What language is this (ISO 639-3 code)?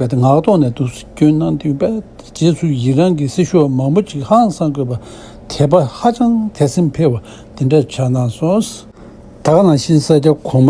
bod